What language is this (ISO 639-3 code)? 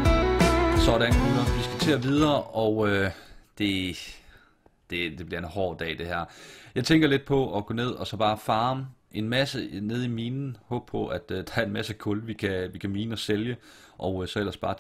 dan